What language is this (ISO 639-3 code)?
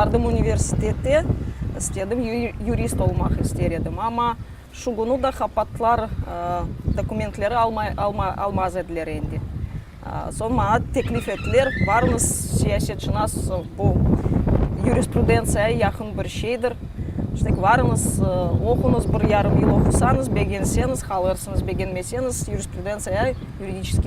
crh